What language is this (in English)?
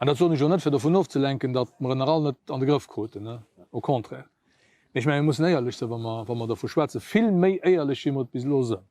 Luxembourgish